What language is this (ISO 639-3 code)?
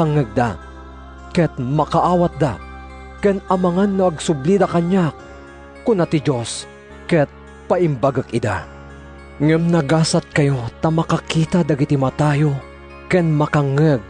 ilo